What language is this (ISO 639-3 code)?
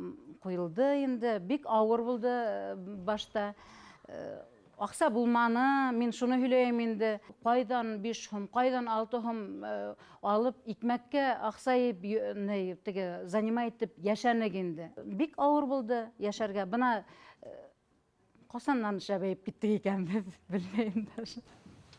bak